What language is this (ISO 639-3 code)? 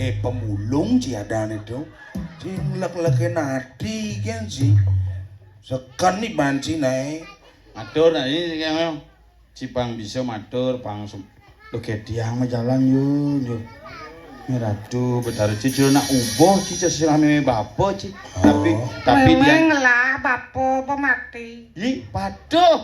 ban